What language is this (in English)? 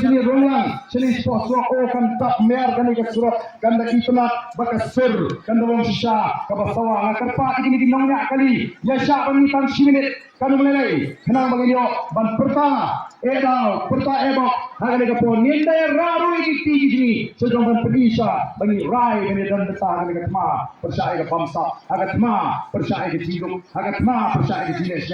Khasi